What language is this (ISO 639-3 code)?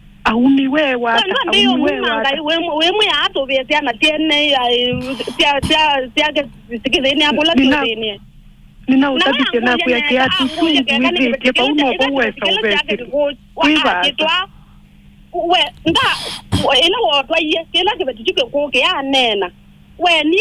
kam